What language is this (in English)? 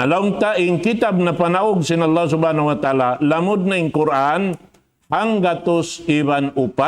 Tausug